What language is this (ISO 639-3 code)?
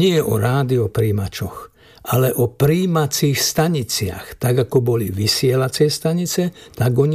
slk